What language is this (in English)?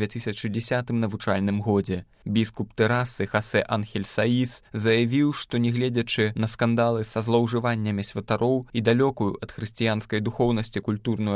Belarusian